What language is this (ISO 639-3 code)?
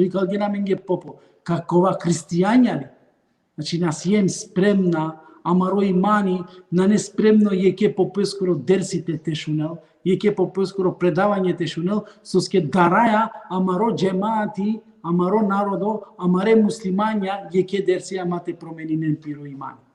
rmn